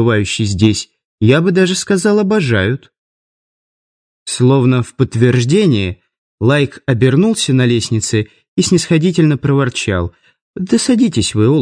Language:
Russian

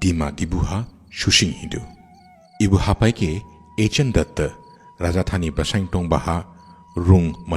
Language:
Dimasa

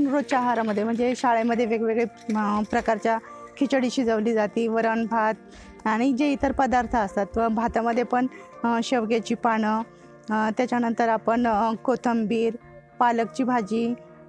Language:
Marathi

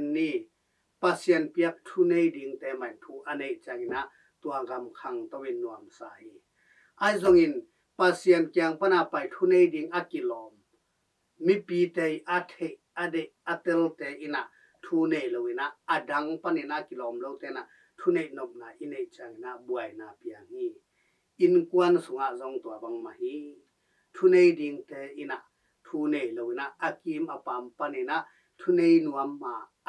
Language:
Tedim Chin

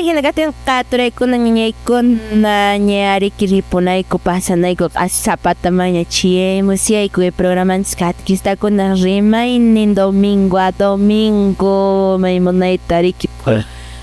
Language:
Quechua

